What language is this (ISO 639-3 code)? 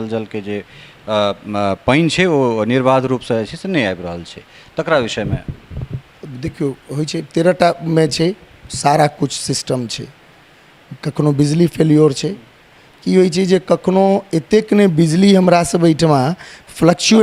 mai